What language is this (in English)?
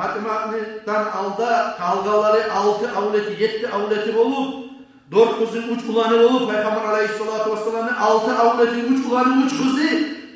Kumyk